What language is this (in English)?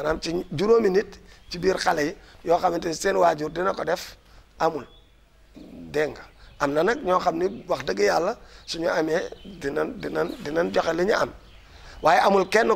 Wolof